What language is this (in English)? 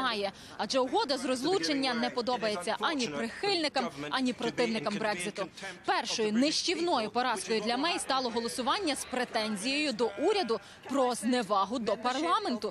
Ukrainian